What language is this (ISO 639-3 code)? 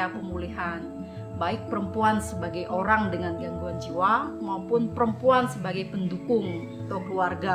ind